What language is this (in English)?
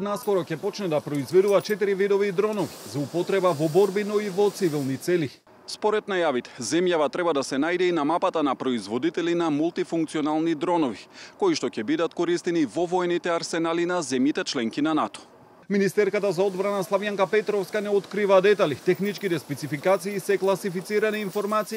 Macedonian